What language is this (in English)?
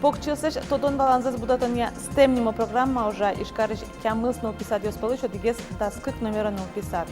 Udmurt